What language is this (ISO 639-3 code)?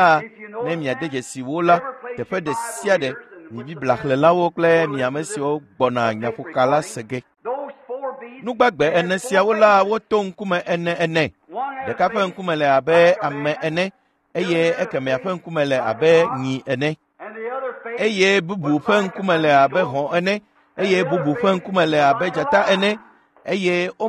ewe